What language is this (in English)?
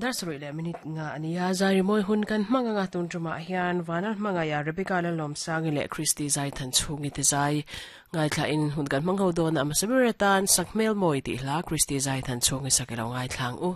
Mizo